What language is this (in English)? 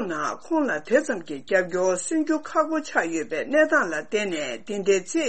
Tibetan